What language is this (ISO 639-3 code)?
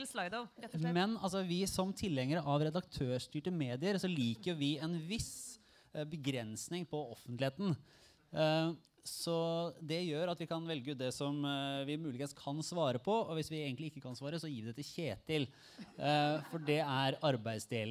nor